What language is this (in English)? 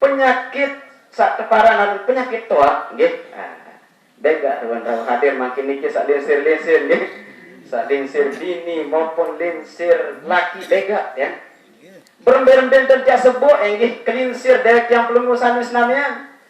Sasak